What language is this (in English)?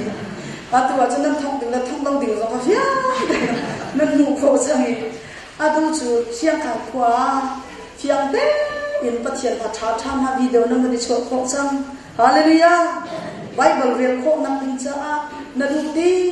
Hakha Chin